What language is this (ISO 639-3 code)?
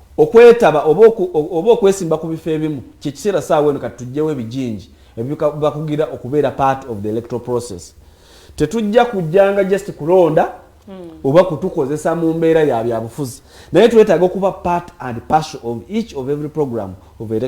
lug